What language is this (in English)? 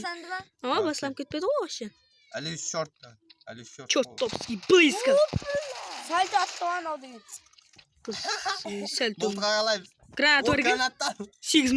Kara-Kalpak